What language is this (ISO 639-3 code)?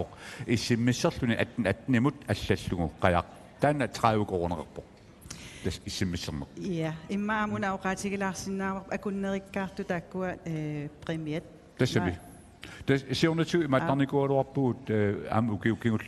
kal